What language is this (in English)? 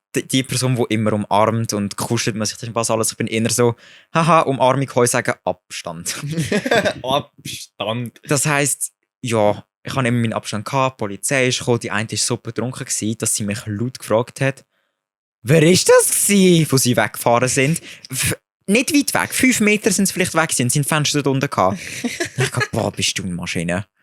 Swiss German